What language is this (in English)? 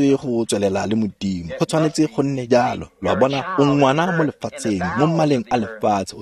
Tswana